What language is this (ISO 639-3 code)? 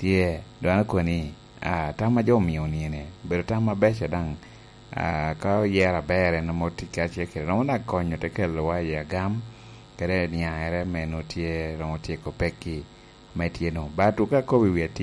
laj